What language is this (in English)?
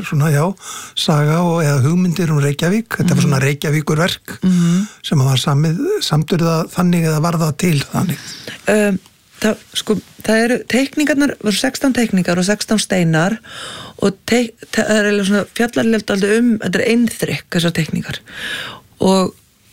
Icelandic